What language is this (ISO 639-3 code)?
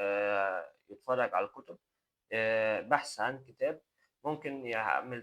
arz